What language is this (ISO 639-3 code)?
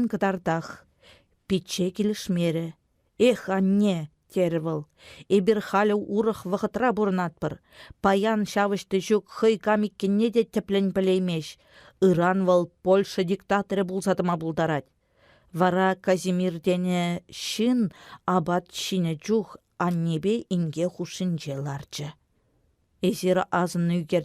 chv